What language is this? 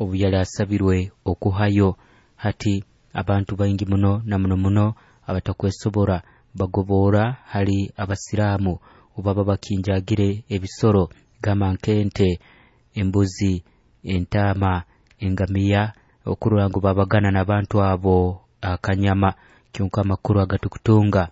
Nyoro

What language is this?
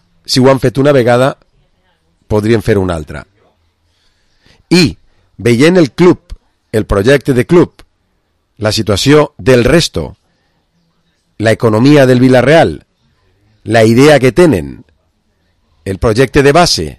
Catalan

